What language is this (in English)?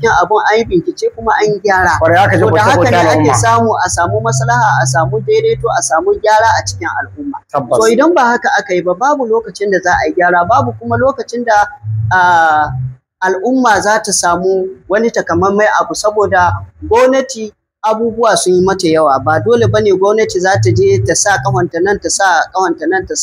Hausa